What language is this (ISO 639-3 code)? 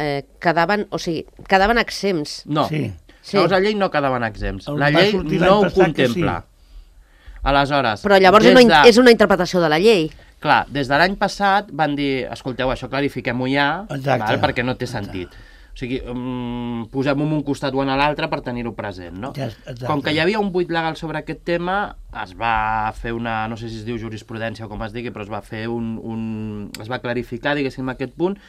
cat